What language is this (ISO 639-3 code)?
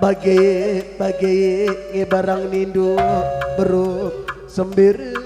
btx